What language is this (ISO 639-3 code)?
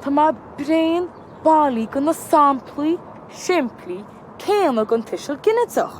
gle